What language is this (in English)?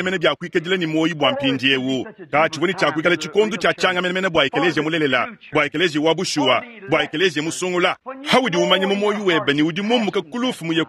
Luba-Lulua